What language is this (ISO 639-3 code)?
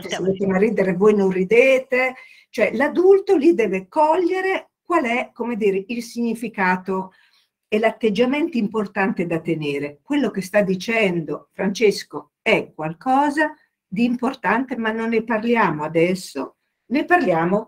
ita